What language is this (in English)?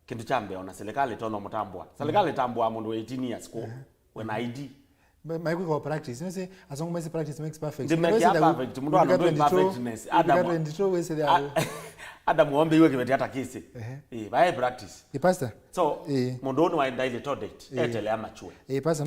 Kamba